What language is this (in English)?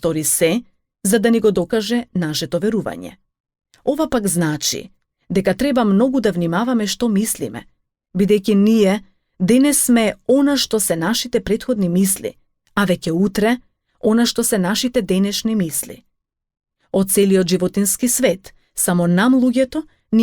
Macedonian